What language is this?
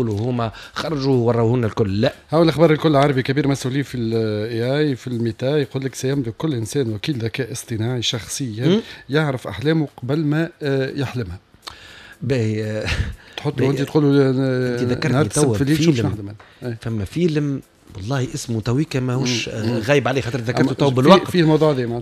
Tunisian Arabic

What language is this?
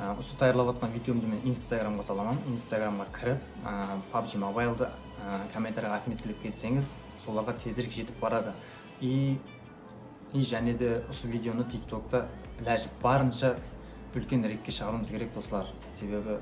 Kara-Kalpak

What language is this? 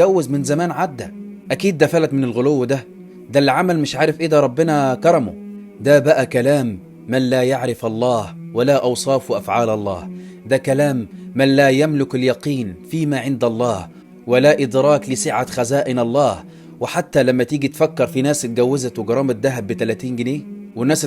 Egyptian Arabic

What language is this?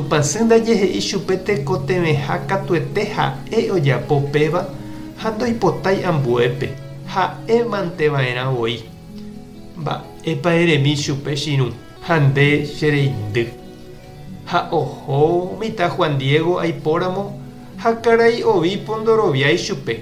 Guarani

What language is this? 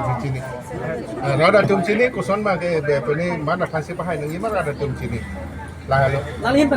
Karbi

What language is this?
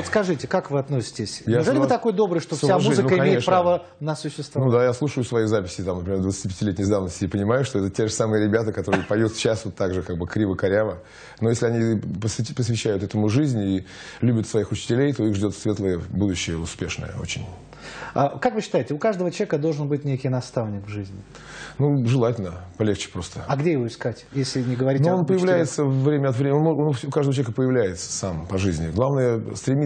Russian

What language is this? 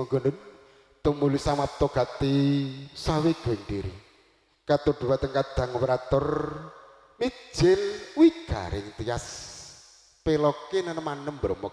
Javanese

